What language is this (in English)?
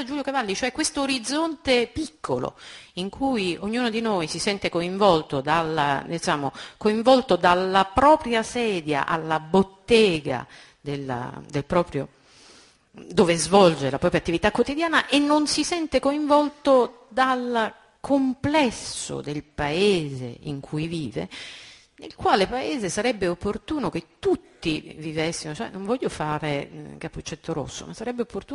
Italian